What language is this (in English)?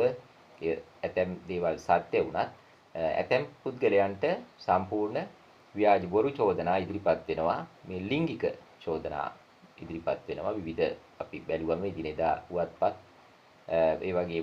Sinhala